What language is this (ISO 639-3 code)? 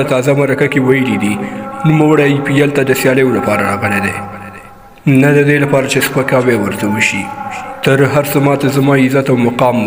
pus